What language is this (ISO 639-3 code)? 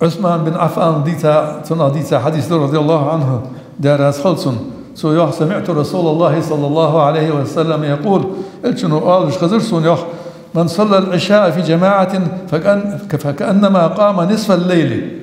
inh